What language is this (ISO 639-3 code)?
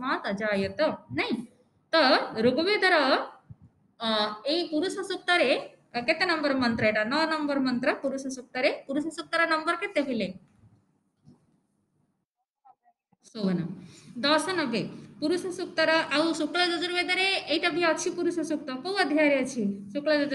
ori